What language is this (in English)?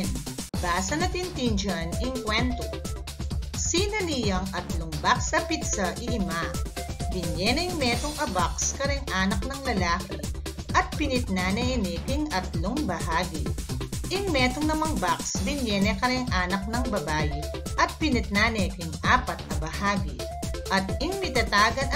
Pampanga